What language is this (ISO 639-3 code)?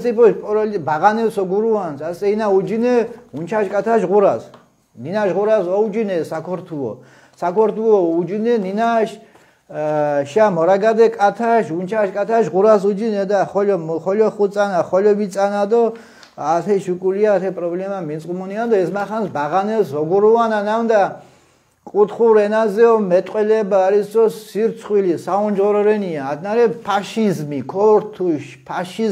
xmf